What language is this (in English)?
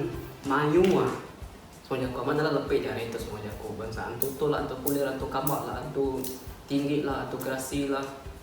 Iban